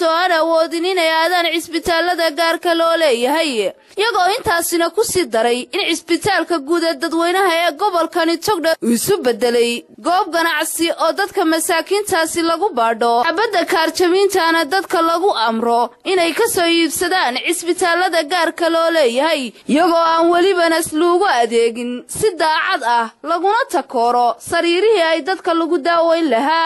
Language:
Somali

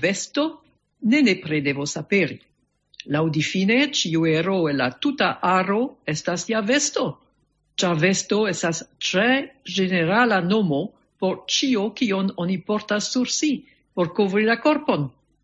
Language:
Esperanto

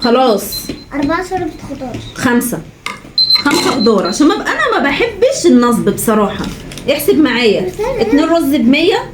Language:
Egyptian Arabic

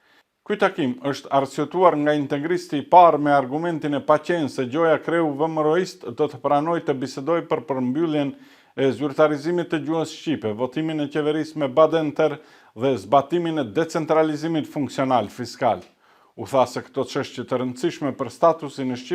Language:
Albanian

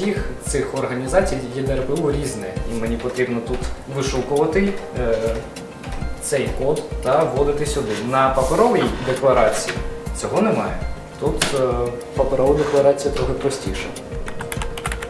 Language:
Ukrainian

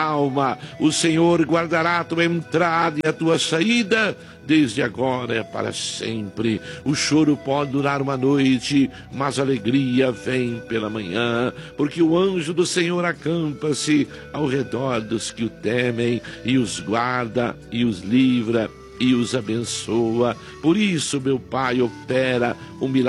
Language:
Portuguese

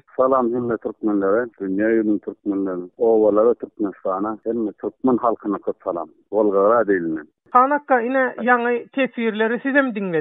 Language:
Turkmen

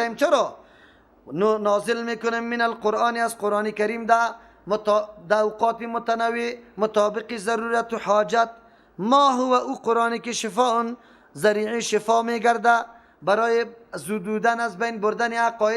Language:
Persian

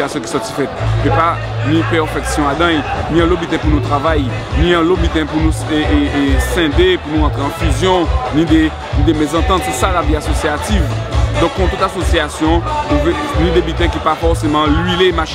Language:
Guadeloupean Creole French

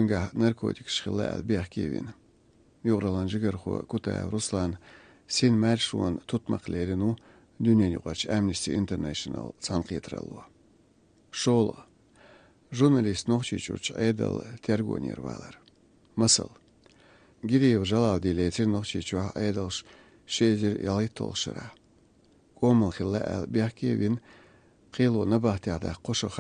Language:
Chechen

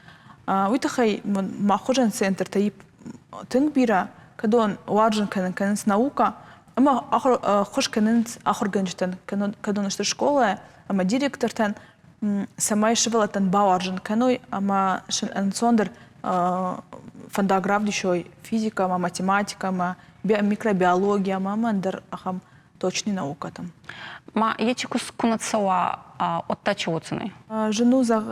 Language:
Ossetic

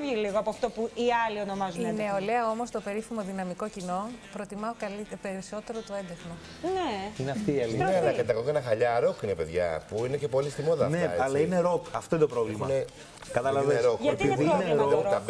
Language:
Greek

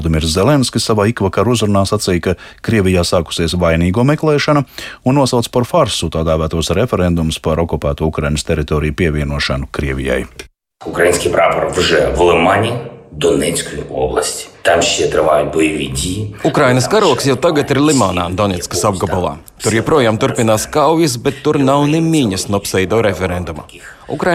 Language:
Latvian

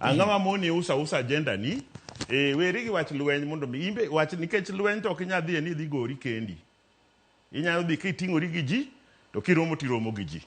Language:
Luo (Kenya and Tanzania)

